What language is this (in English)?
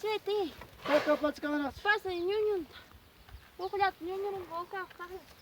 Ayacucho Quechua